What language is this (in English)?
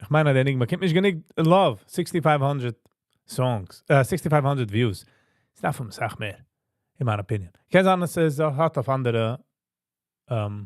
Yiddish